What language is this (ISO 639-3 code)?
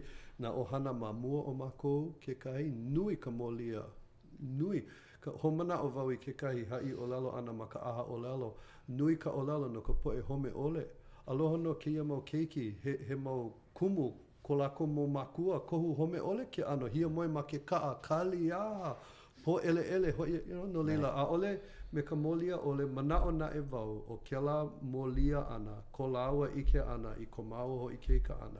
haw